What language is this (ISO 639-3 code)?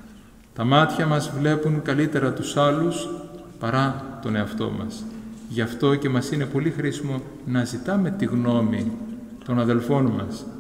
ell